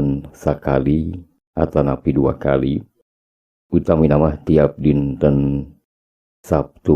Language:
Sundanese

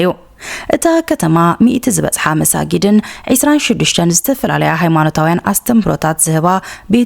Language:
Tigrinya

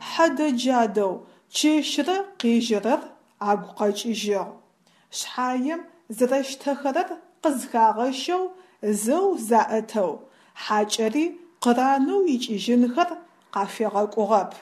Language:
Adyghe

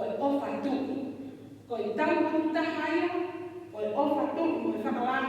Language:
Tongan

